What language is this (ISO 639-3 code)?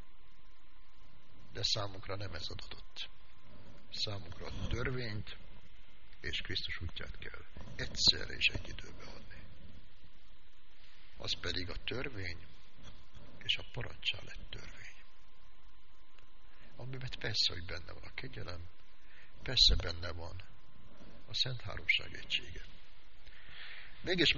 hun